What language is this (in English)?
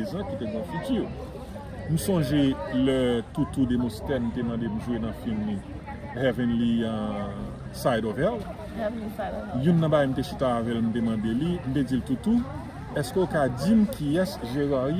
Haitian Creole